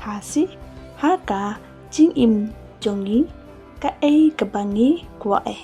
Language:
Khasi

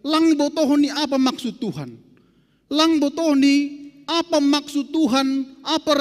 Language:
Batak Simalungun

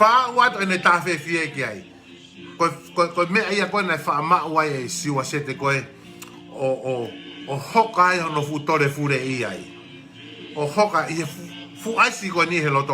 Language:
Tongan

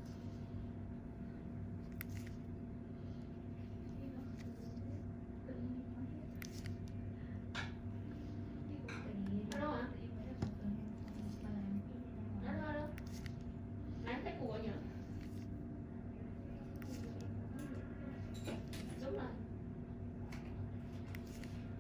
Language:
Vietnamese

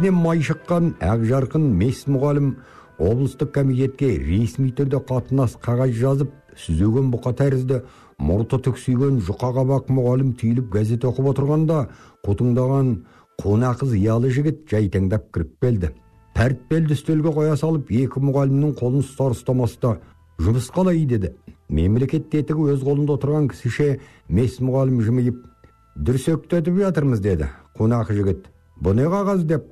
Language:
Kazakh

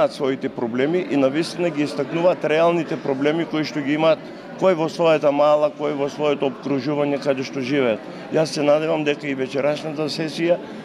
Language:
Macedonian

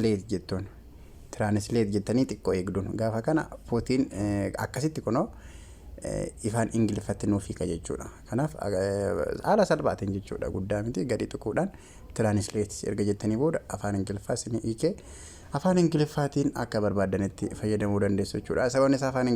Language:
Oromo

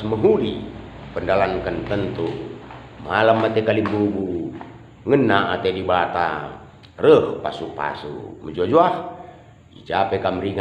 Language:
Batak Karo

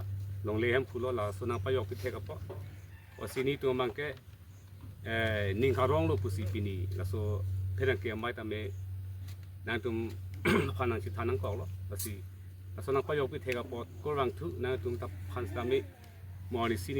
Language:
Karbi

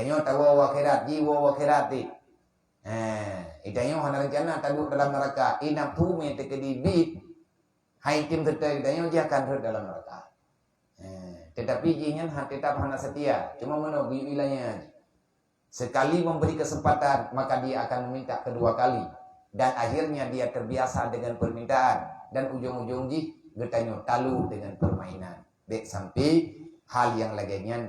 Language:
Achinese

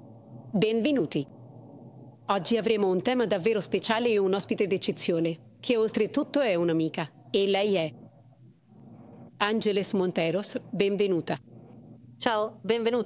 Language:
Italian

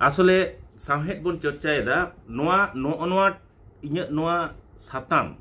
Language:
Santali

